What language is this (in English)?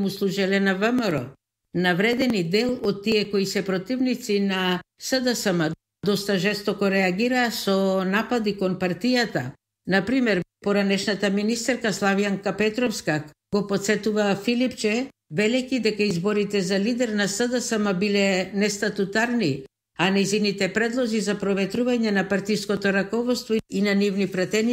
Macedonian